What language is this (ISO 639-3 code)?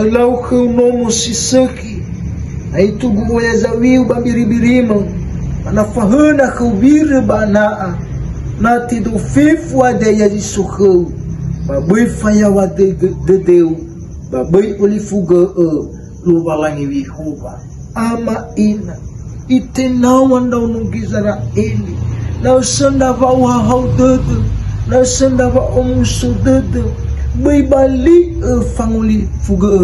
nia